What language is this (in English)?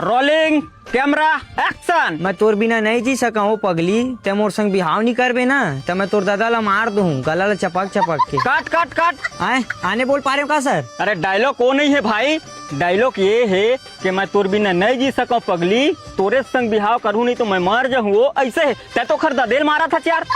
Chhattisgarhi